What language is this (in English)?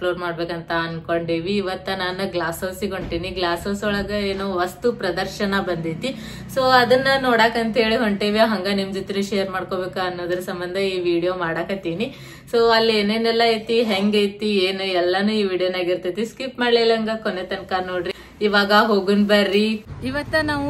Kannada